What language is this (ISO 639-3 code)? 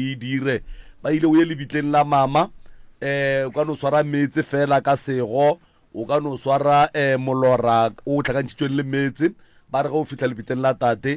nso